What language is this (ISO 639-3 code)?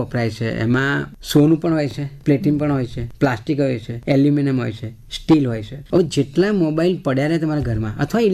guj